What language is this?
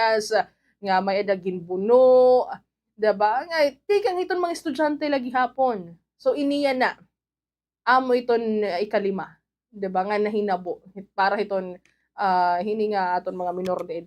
Waray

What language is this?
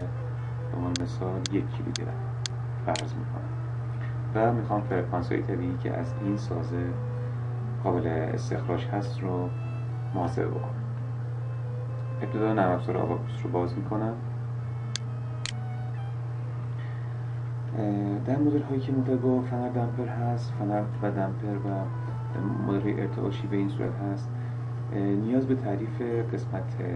Persian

